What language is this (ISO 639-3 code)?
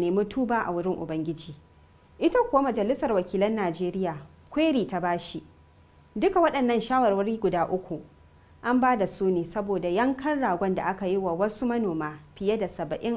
hau